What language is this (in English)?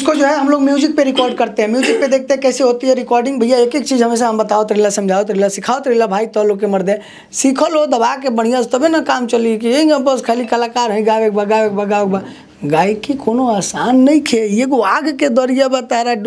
Bhojpuri